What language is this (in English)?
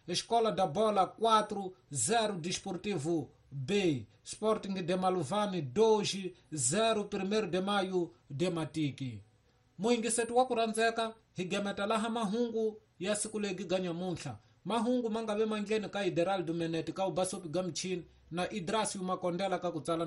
Tsonga